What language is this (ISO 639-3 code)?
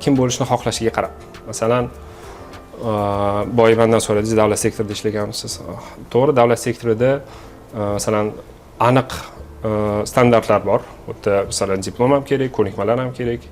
uzb